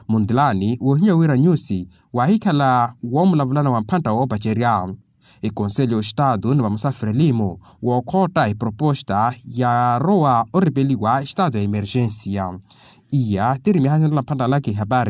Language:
Makhuwa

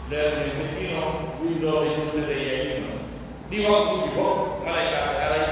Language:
Pular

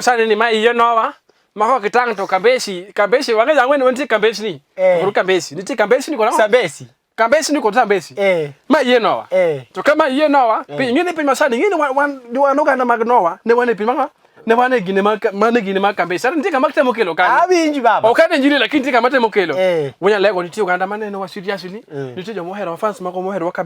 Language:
Luo (Kenya and Tanzania)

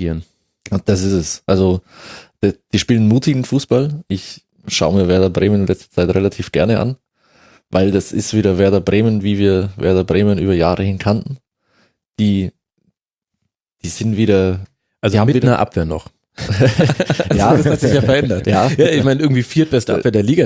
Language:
German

